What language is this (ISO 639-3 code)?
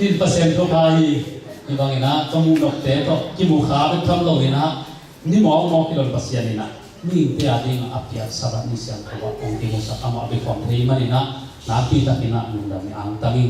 ctd